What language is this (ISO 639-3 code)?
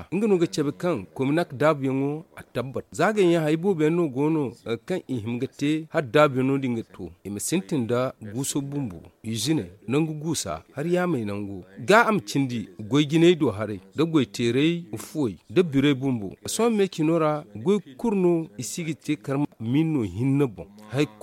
dje